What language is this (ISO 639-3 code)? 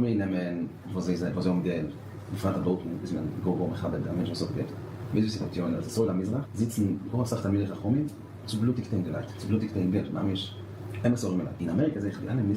yid